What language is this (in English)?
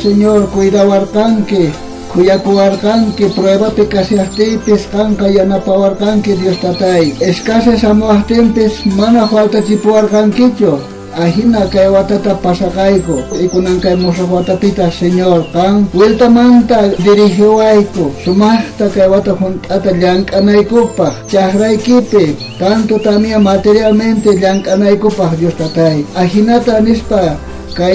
South Bolivian Quechua